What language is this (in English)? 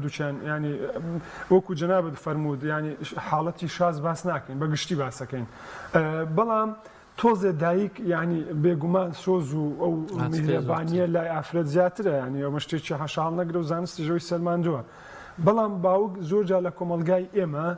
Central Kurdish